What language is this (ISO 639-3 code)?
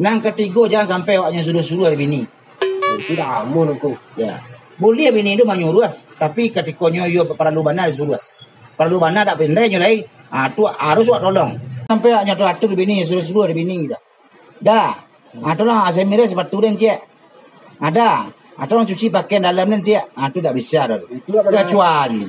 min